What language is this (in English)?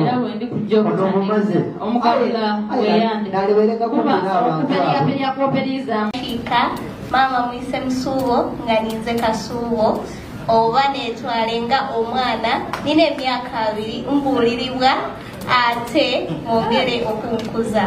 Soga